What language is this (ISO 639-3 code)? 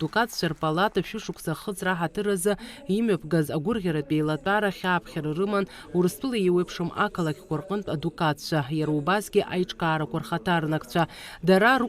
abk